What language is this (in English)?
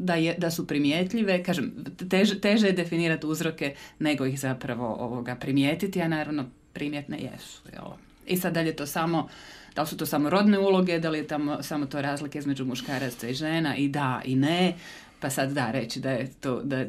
Croatian